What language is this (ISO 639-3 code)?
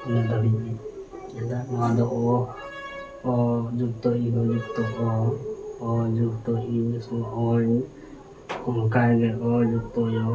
sat